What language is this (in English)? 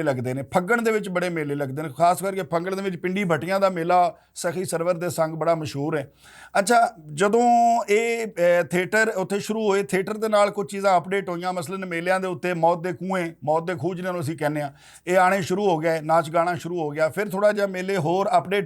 Western Panjabi